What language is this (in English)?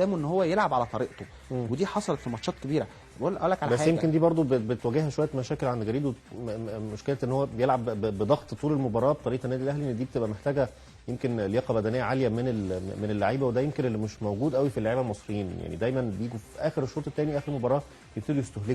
Egyptian Arabic